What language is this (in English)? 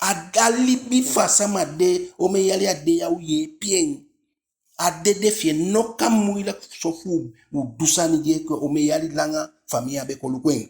Eastern Maroon Creole